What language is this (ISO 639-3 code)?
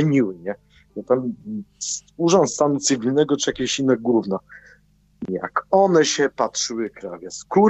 pol